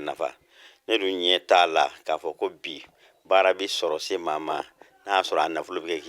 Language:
Bambara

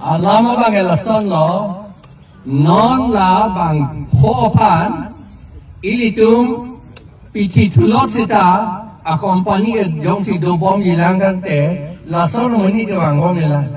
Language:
Karbi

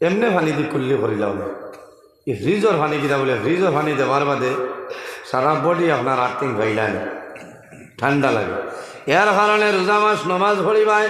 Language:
Sylheti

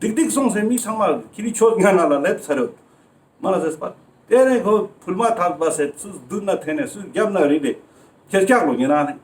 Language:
Ladakhi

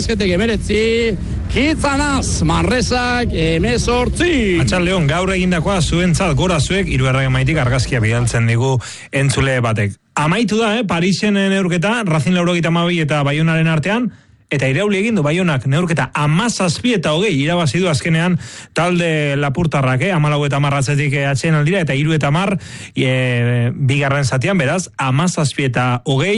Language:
Basque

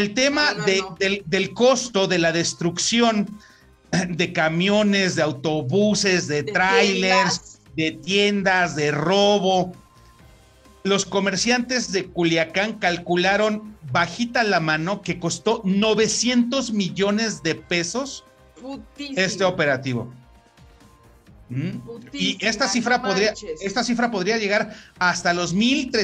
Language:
Spanish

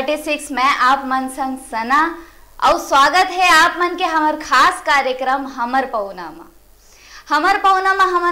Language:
Chhattisgarhi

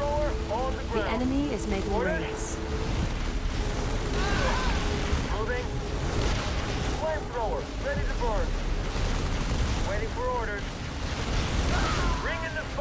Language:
English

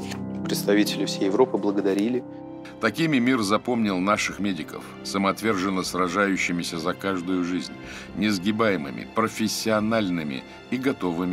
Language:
Russian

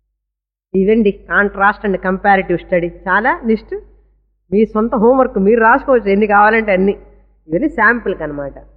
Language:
Telugu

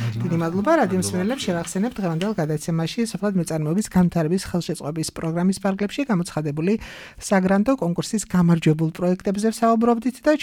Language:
Georgian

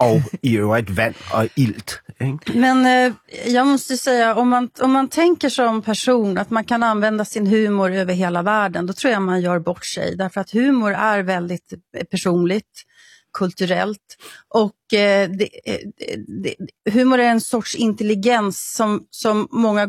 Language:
Swedish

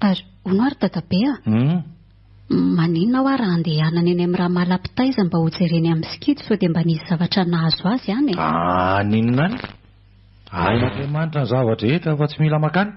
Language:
Malagasy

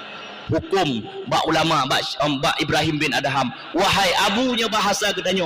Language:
Achinese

